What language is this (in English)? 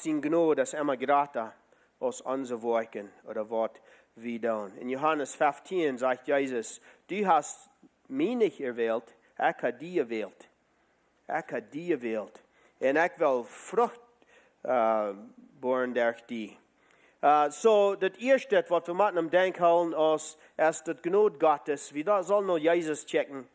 Plautdietsch